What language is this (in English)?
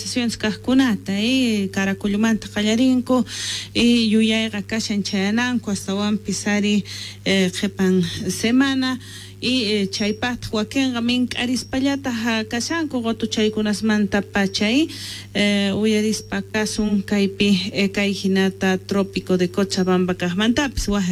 Quechua